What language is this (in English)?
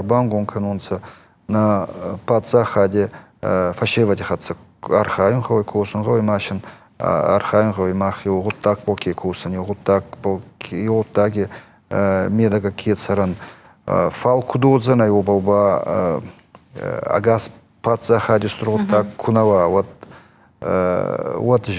Ossetic